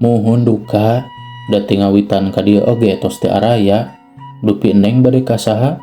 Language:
Sundanese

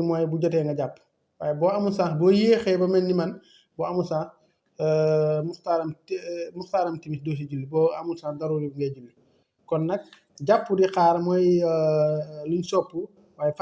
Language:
Wolof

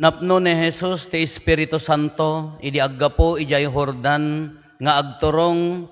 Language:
Iloko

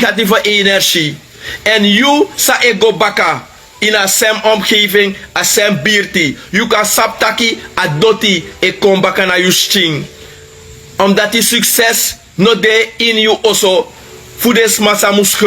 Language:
Sranan Tongo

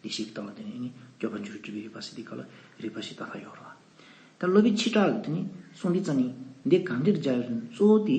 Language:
Tibetan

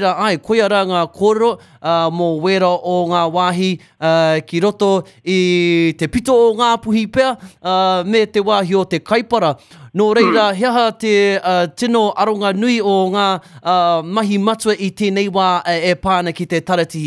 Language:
Māori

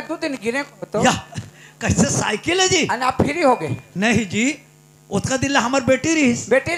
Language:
Chhattisgarhi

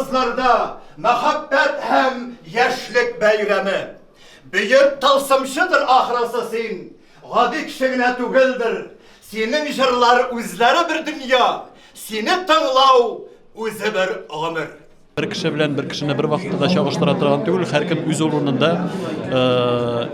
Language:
Tatar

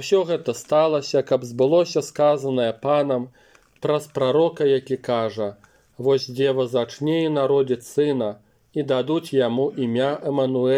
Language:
Belarusian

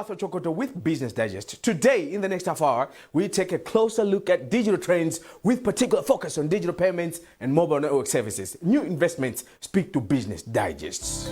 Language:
English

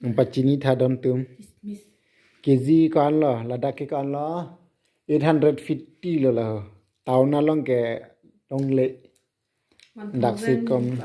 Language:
Karbi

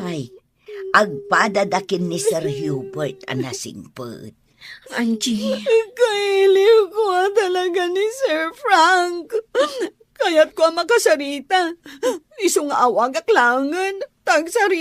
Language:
Iloko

